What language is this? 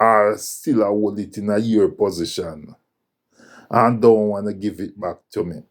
Jamaican Creole English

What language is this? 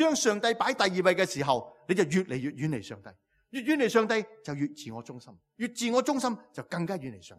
Cantonese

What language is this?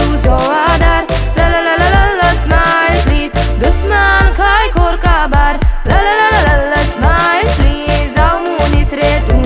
Konkani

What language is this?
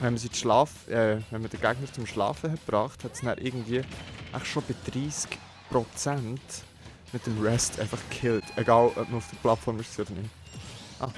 Swiss German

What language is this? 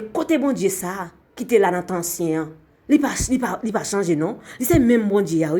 Haitian Creole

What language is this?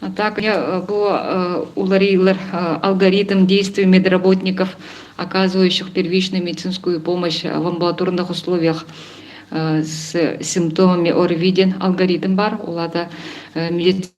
Yakut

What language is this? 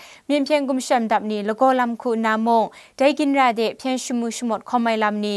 Kachin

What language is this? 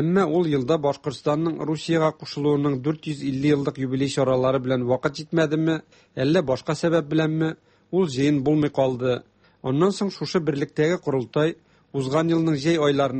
Tatar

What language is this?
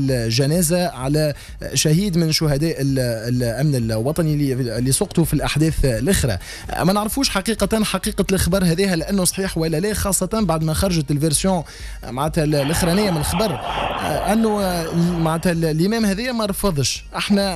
Tunisian Arabic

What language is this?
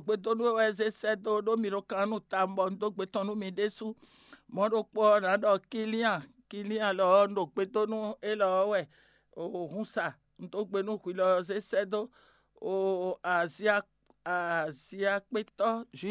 Fon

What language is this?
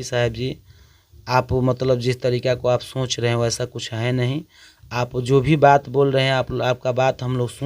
Bhojpuri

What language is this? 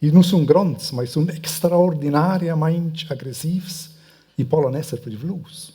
Romansh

